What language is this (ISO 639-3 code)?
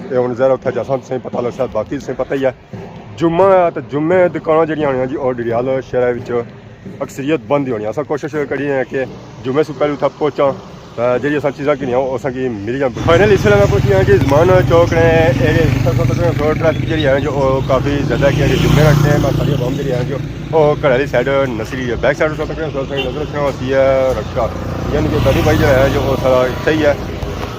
phr